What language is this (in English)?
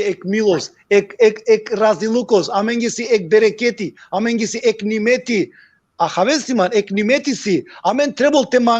Balkan Romani